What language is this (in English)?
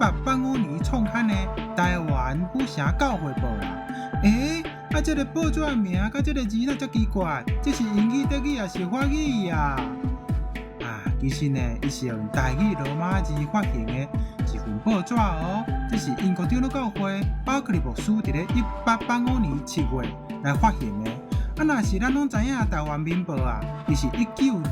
Min Nan Chinese